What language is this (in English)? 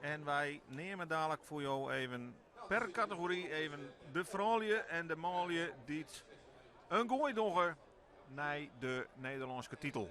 Western Frisian